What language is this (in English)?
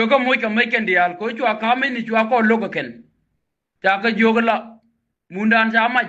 Nuer